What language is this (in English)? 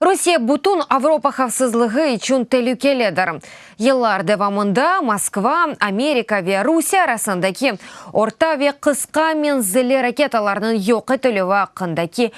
Crimean Tatar